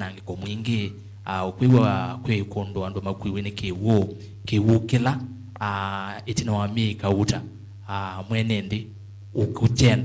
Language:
Kamba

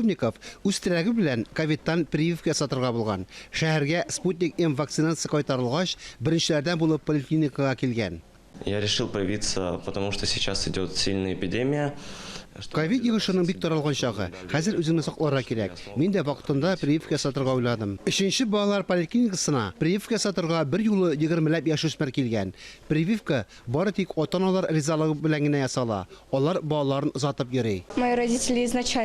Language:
Tatar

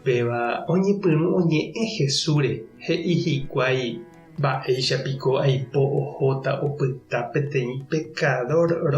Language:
Guarani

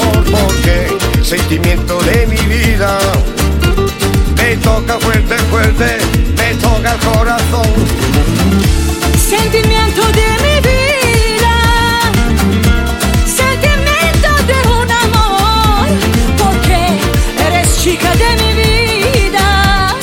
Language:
Spanish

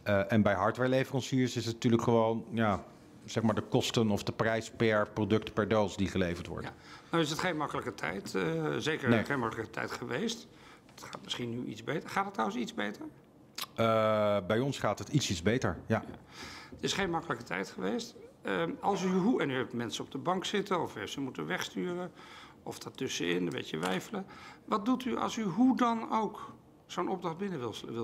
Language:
Dutch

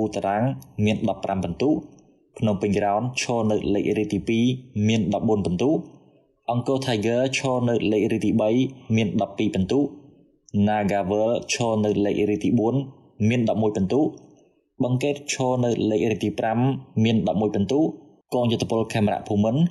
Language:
Khmer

